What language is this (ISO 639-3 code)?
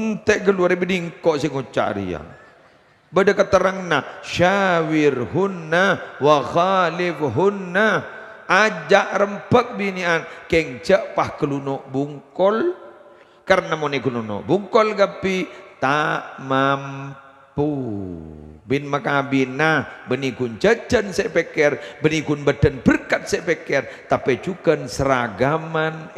mad